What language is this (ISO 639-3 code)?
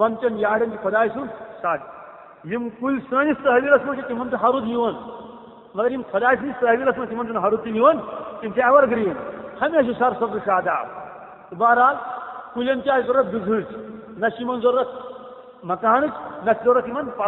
kas